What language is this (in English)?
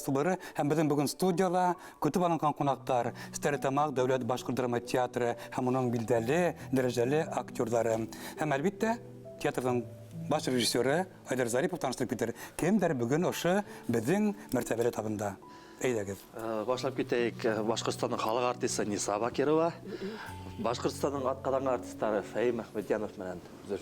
Bashkir